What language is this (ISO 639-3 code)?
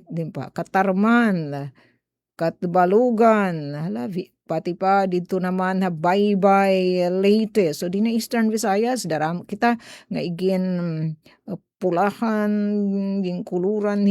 war